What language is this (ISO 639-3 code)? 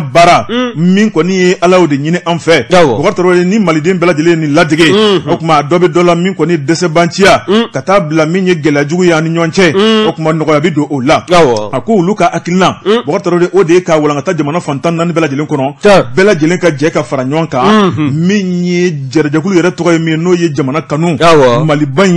bam